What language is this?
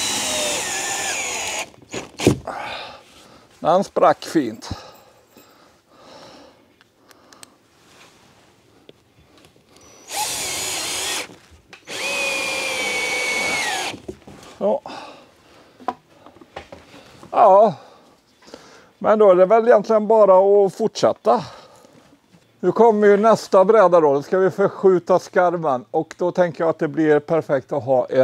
Swedish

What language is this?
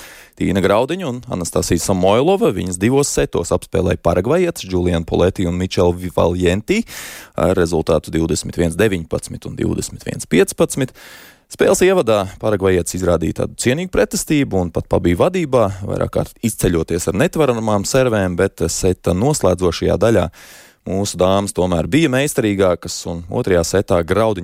Latvian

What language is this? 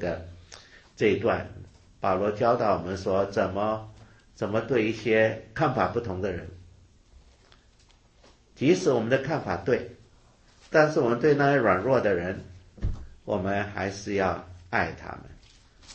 Chinese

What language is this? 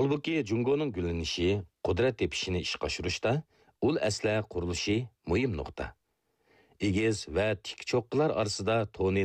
Uyghur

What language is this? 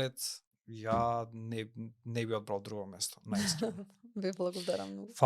Macedonian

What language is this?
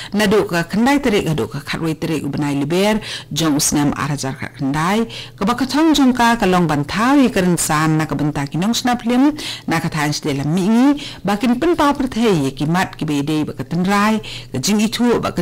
Khasi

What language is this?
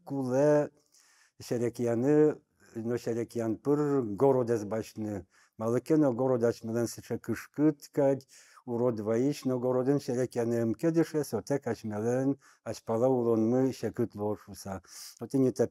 Udmurt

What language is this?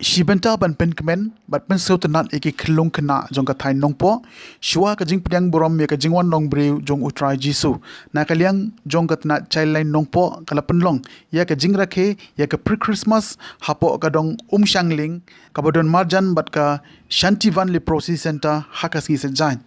Khasi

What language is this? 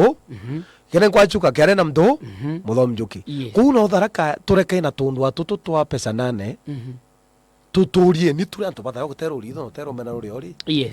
Meru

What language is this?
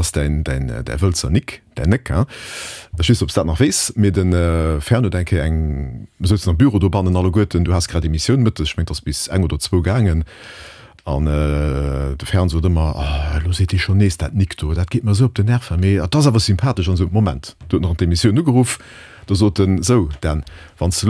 Luxembourgish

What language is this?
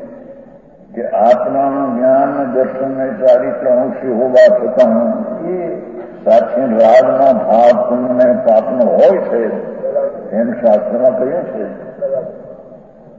Gujarati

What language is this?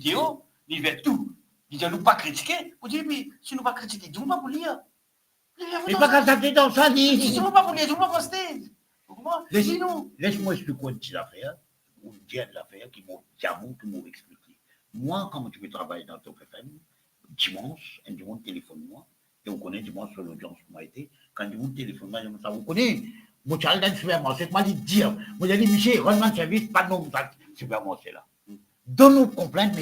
Morisyen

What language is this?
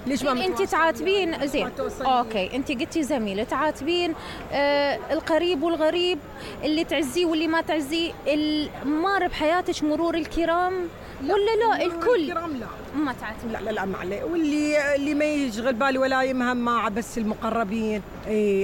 Mesopotamian Arabic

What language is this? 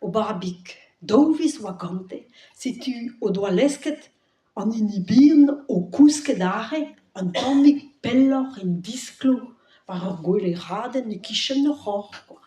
Breton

